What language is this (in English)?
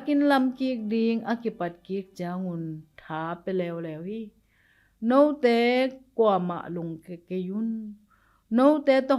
Tedim Chin